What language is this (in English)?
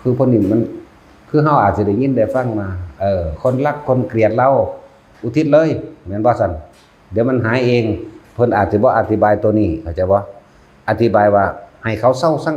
Northeastern Thai